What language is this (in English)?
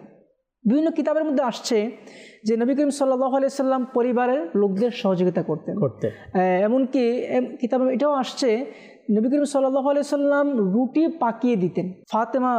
Bangla